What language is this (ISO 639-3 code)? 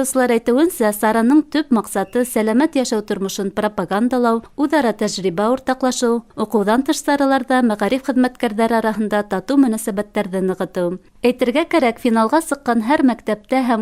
bak